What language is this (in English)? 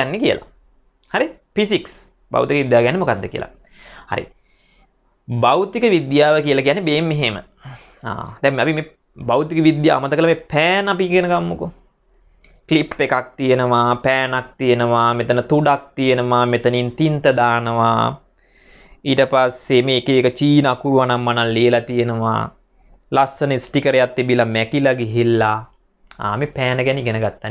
Sinhala